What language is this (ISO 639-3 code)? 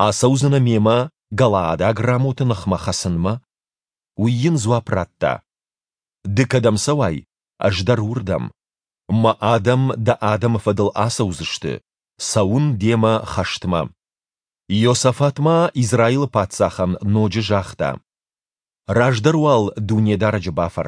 oss